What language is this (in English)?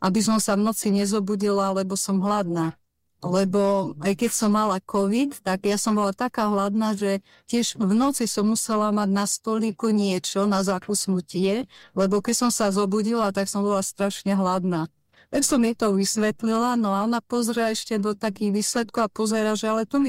Slovak